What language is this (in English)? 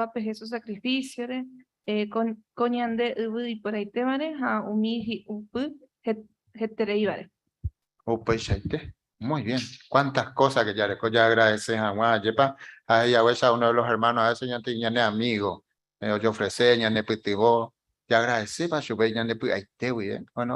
Guarani